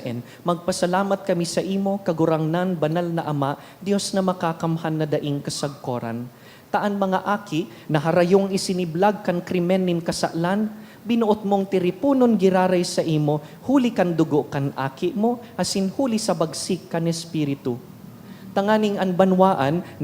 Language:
Bikol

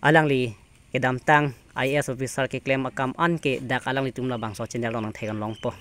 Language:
Karbi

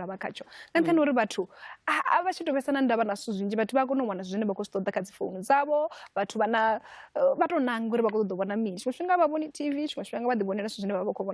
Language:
Venda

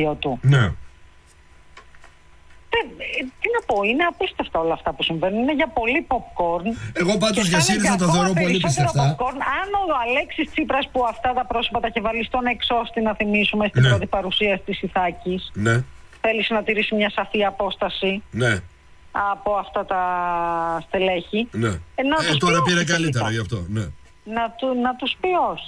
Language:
Greek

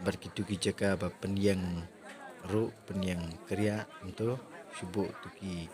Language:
Khasi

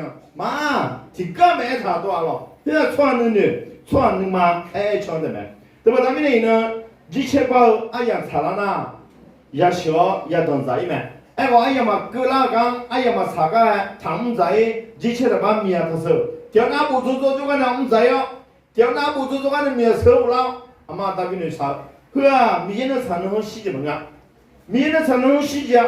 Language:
Akha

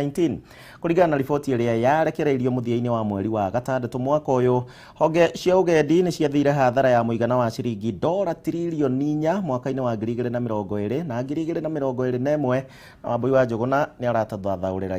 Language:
Kikuyu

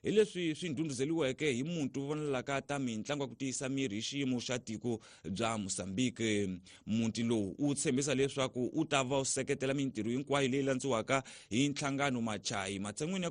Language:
Tsonga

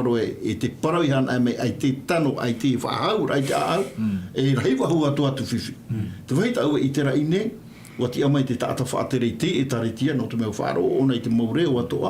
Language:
Tahitian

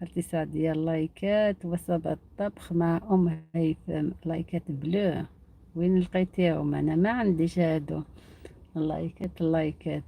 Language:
Algerian Arabic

